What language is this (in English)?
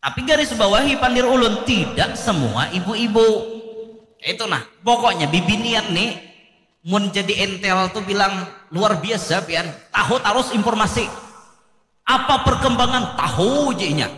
Banjar